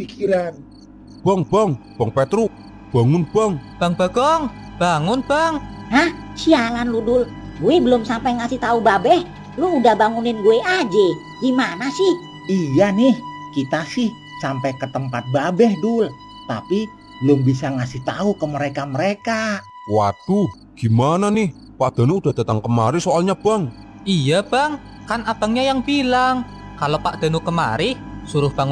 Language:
Betawi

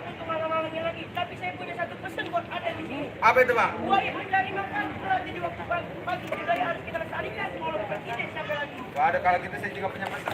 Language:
Betawi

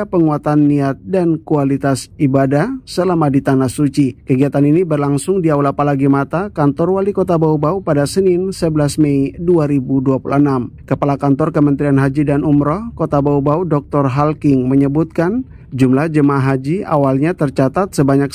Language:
Indonesian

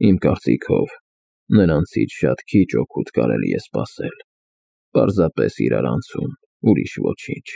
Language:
Armenian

